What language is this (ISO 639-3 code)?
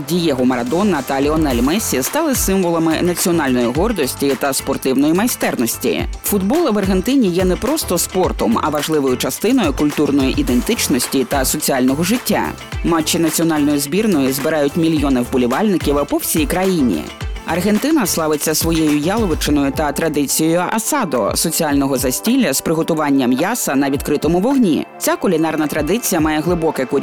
ukr